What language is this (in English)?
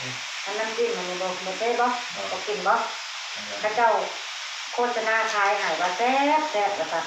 Northeastern Thai